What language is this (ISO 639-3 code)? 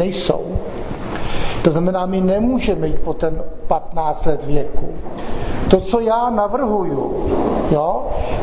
ces